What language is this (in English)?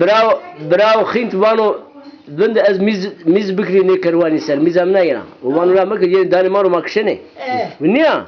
Zaza